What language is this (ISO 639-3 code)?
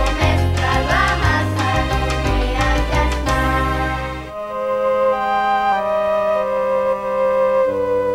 spa